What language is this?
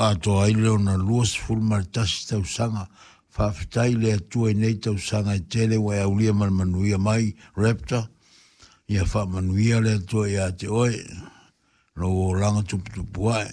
Samoan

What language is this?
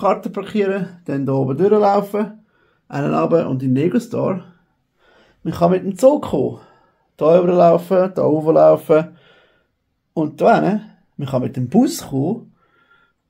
Swiss German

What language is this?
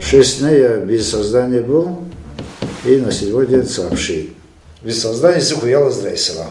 Abkhazian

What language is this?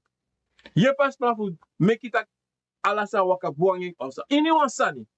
Sranan Tongo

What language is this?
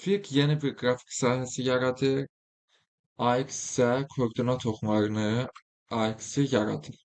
Azerbaijani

